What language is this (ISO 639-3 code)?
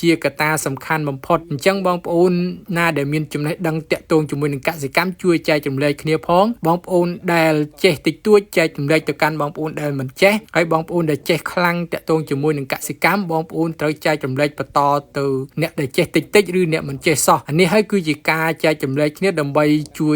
khm